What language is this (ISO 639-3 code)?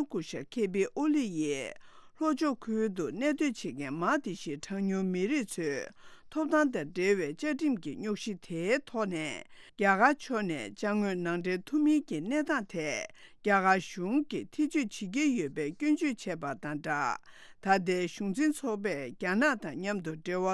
bod